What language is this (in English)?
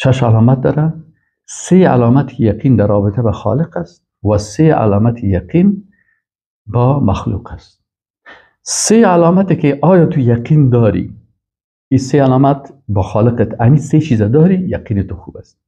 Persian